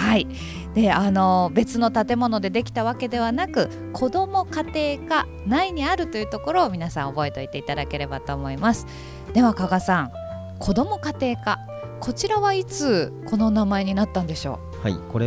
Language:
Japanese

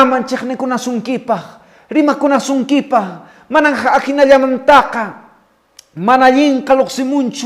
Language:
Quechua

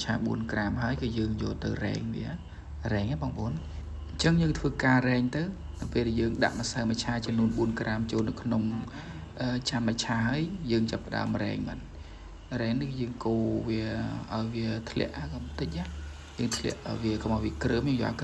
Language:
Khmer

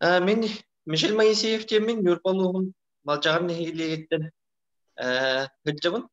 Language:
Yakut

